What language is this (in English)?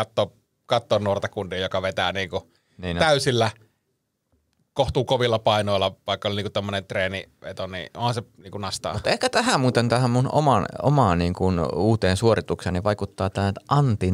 Finnish